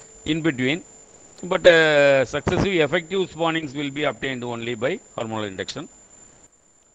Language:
English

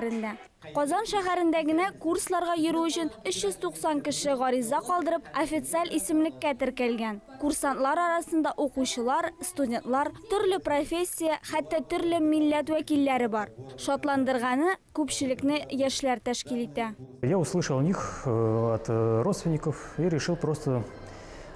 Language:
Tatar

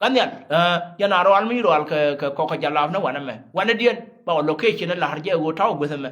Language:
Nuer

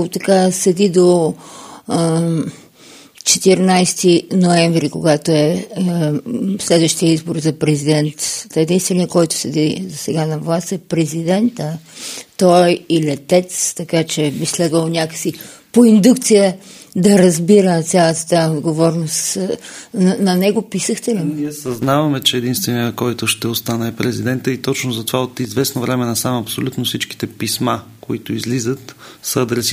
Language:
Bulgarian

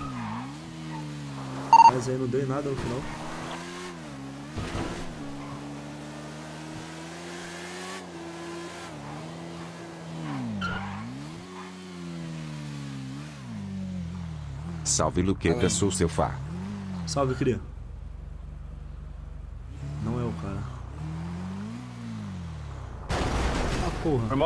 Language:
Portuguese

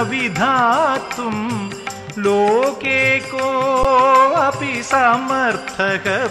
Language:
Sanskrit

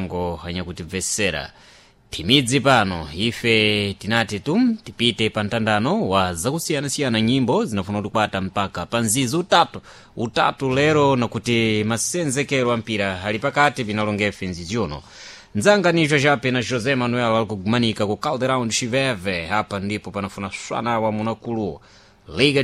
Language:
Sena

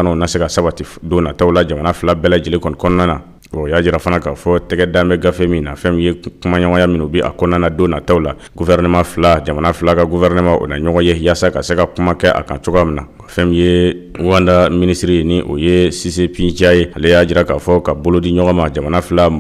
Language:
Bambara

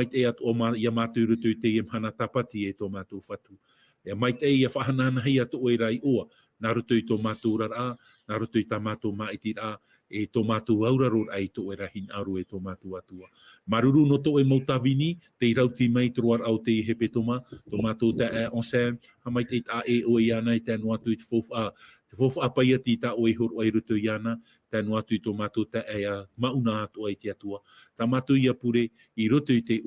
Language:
Tahitian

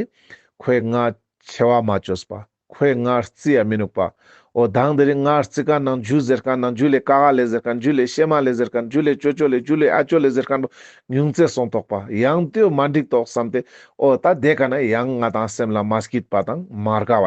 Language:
Ladakhi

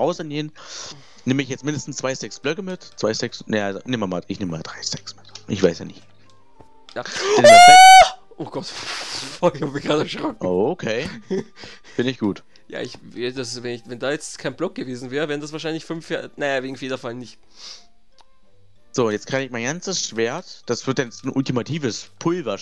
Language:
German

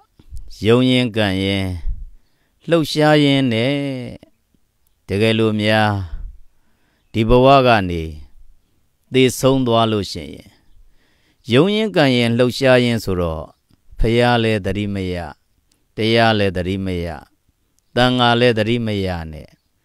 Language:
Burmese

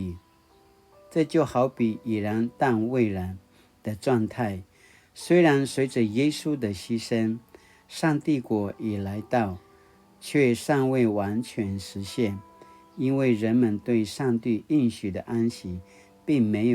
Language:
Paiwan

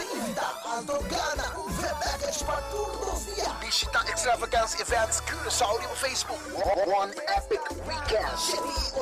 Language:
Papiamento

